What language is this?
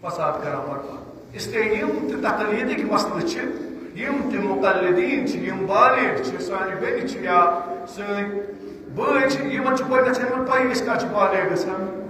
Kashmiri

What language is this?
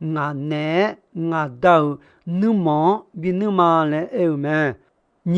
Akha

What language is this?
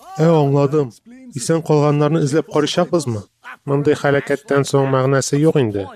Tatar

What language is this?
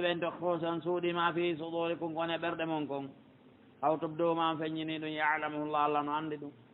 Pular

